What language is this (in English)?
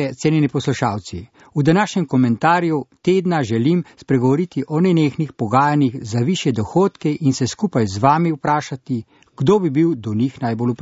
Slovenian